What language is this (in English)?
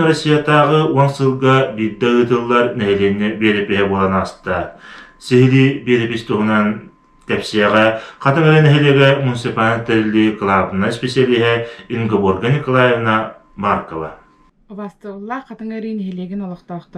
Yakut